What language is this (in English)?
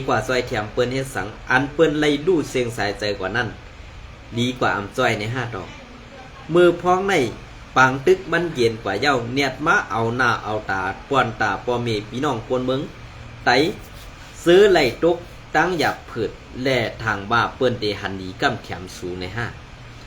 Shan